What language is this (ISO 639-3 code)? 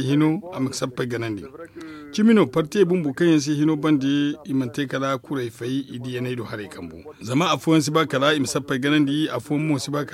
dje